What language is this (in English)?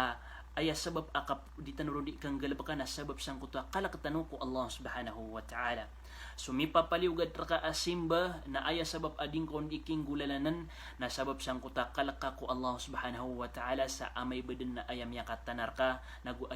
Maranao